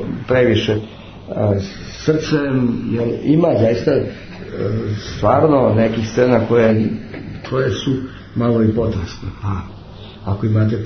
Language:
Serbian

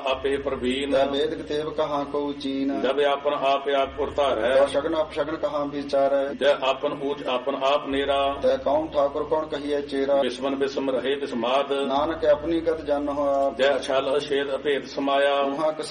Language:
Punjabi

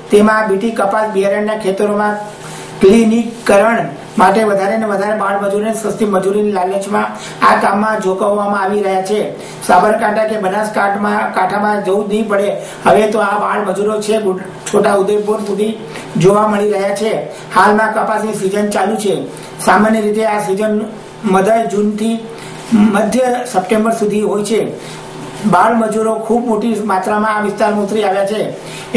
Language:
Gujarati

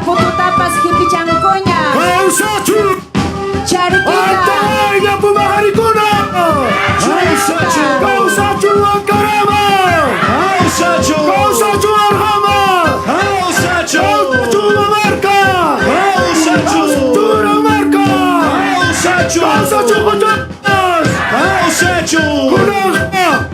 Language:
Ayacucho Quechua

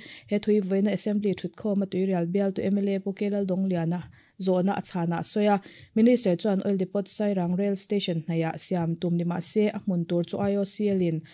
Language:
Mizo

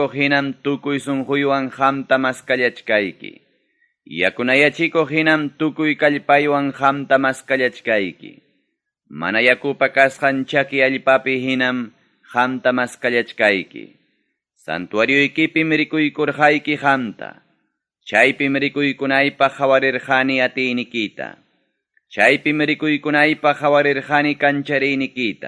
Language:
Ayacucho Quechua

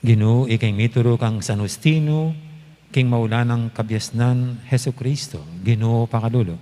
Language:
Pampanga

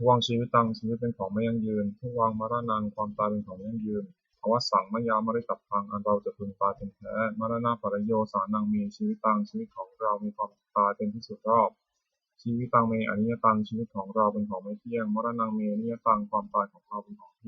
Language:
Pali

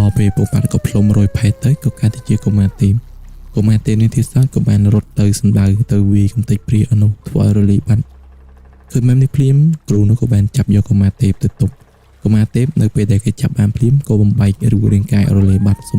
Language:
Khmer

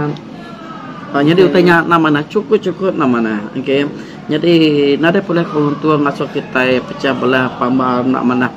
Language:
Iban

